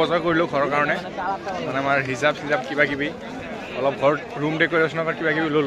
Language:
Assamese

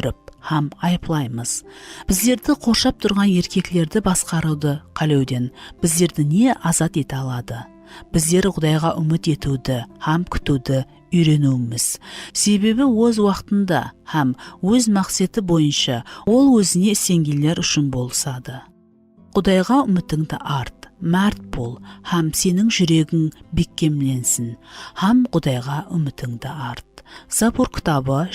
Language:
Kara-Kalpak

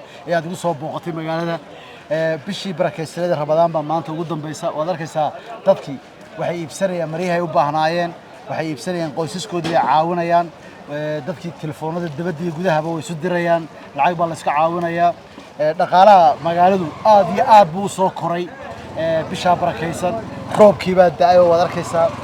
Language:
Somali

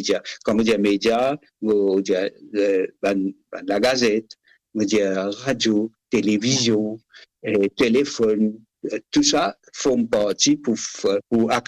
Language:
Morisyen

